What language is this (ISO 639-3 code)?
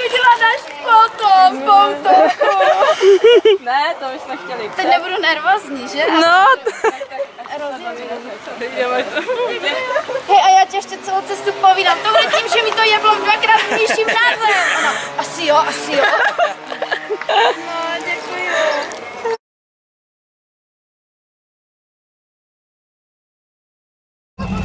ces